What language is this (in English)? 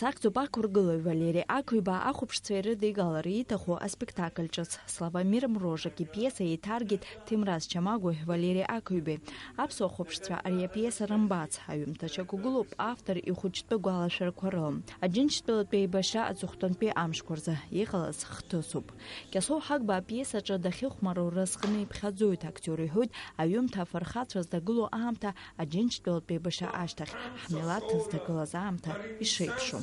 Abkhazian